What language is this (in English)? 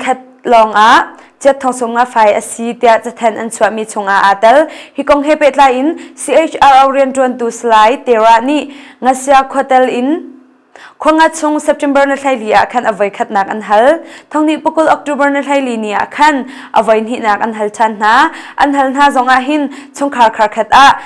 Hakha Chin